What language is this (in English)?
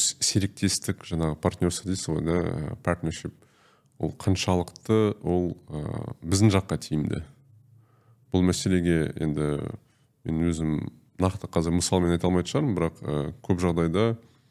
Kazakh